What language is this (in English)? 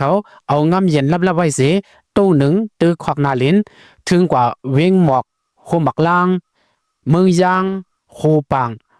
Shan